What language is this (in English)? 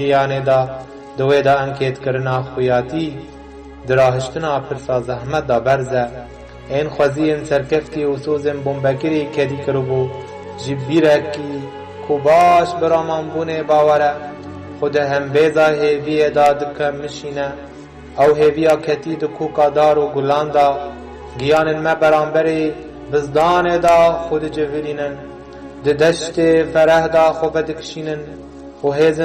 Kurdish